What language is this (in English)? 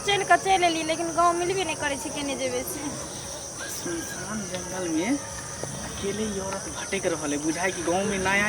Maithili